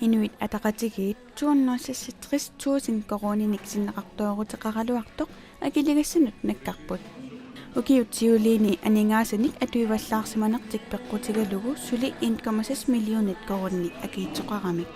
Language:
Kalaallisut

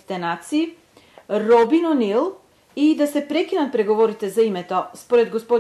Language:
Macedonian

